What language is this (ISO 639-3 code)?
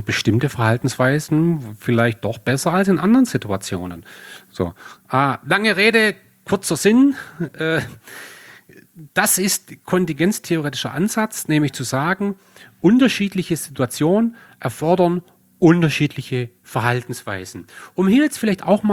deu